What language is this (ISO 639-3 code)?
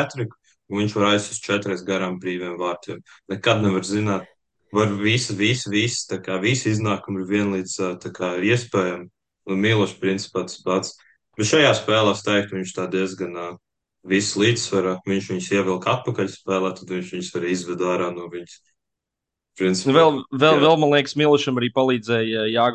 lav